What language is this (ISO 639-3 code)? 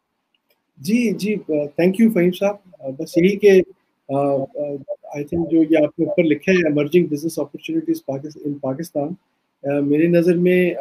urd